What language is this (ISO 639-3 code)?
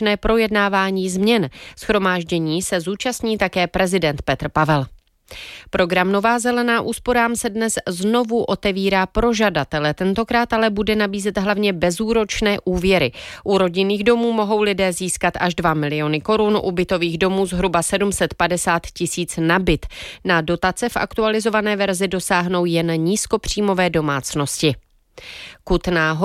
ces